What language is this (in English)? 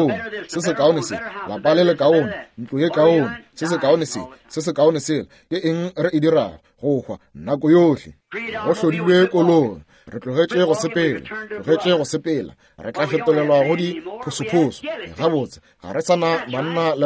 Northern Sotho